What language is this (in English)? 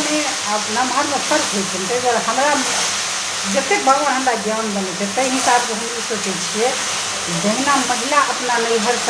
Maithili